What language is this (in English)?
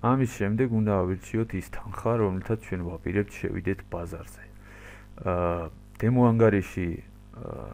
Georgian